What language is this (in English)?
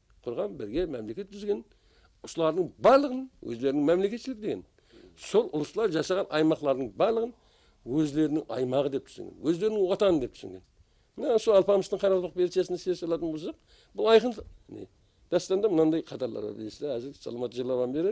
Kara-Kalpak